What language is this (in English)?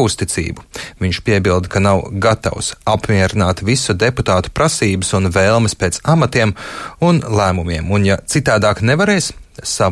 Latvian